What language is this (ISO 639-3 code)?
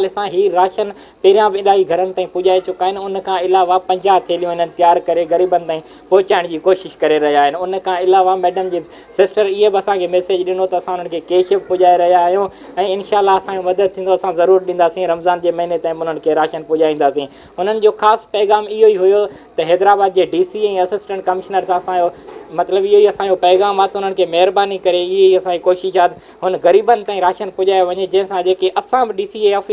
snd